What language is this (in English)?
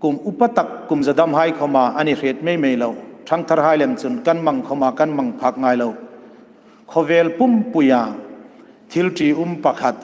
Hmar